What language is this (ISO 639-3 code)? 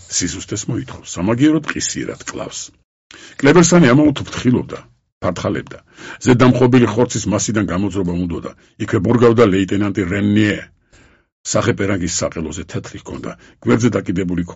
kat